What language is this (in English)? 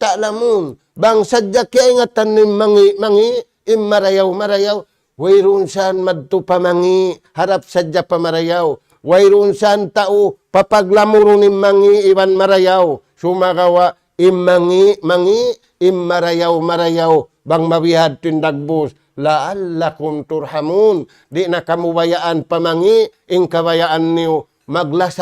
Tausug